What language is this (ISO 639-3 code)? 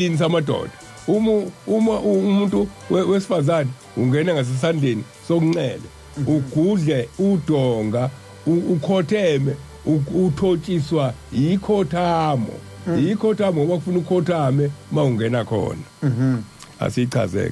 zul